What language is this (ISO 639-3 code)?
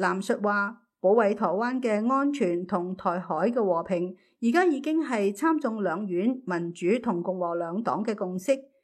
yue